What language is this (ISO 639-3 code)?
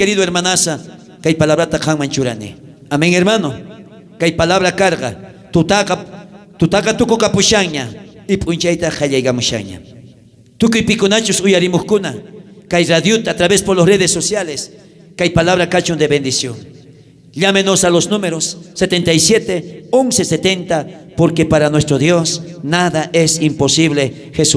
quh